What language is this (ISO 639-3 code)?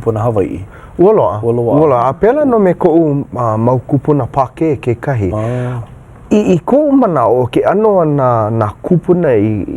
haw